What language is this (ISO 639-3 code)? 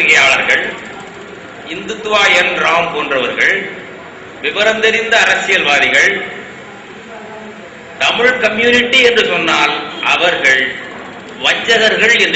tam